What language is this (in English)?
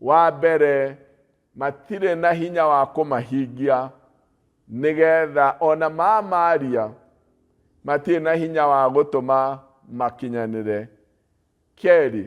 Kikuyu